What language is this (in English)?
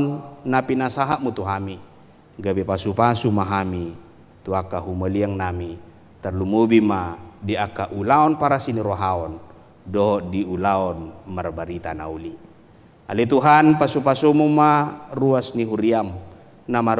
Batak Toba